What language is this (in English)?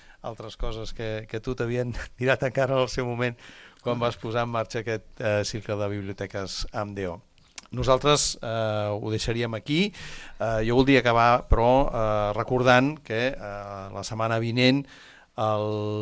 Catalan